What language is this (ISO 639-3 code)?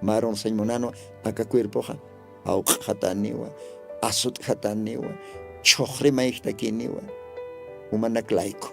aym